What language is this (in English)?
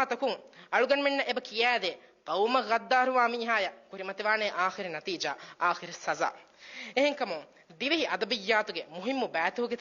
Divehi